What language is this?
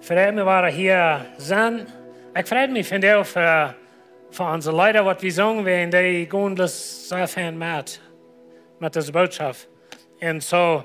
Plautdietsch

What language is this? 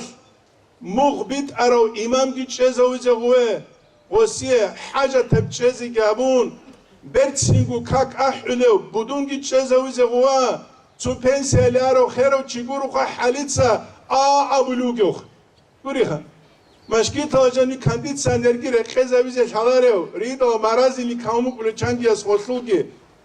Avaric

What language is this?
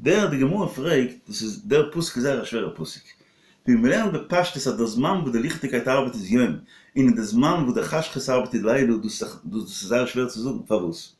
Yiddish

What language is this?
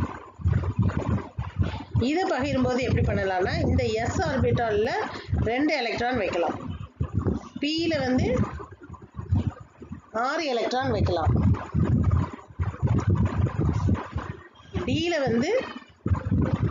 Tamil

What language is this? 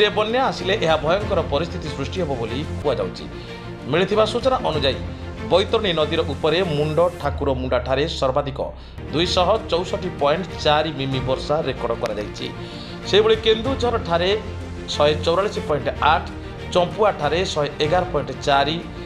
Odia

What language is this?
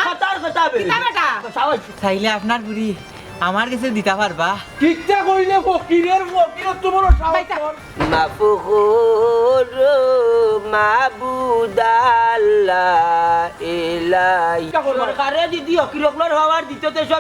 Sylheti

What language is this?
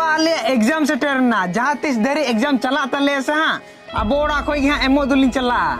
Santali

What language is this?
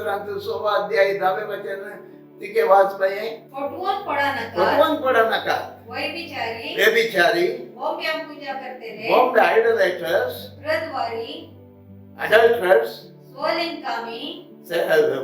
Konkani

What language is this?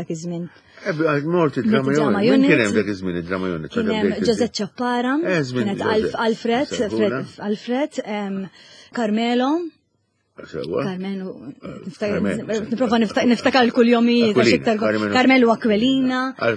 Maltese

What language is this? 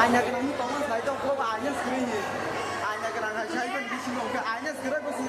Kok Borok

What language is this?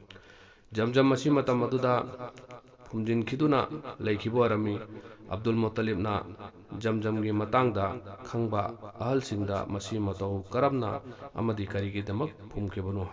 Manipuri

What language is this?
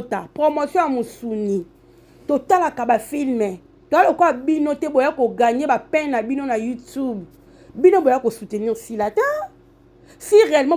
Lingala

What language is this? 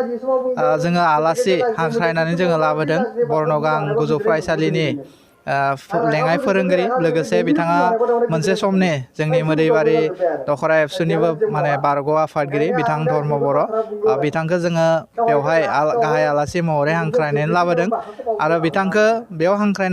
Bodo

